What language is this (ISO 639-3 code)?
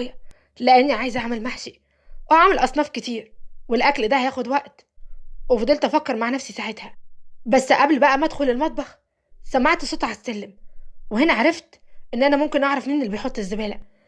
arz